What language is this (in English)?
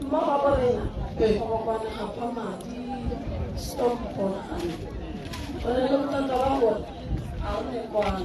Northern Sotho